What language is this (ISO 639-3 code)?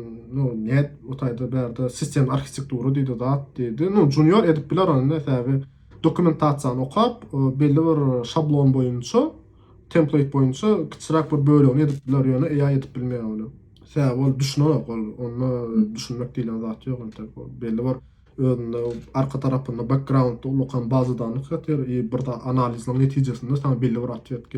tuk